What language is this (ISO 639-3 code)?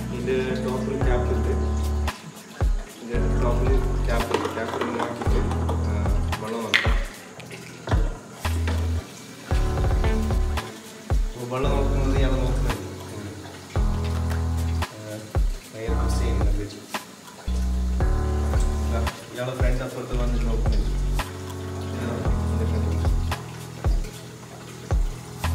mal